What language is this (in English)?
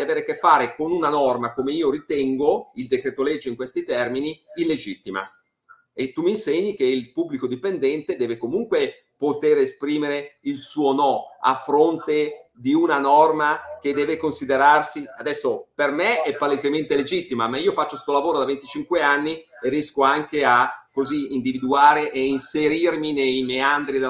Italian